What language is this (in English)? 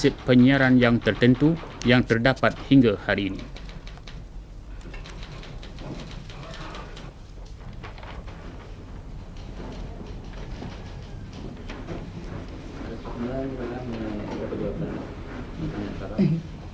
Malay